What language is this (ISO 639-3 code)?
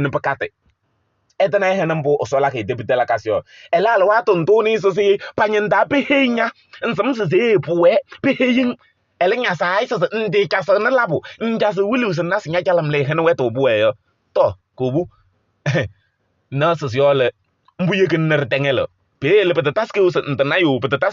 kbp